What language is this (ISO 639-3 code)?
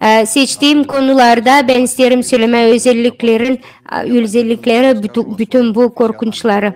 gag